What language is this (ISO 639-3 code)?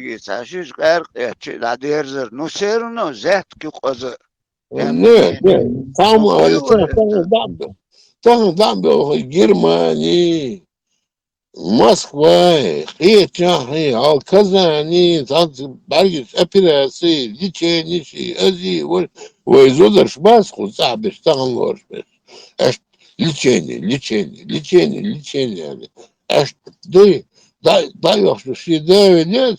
che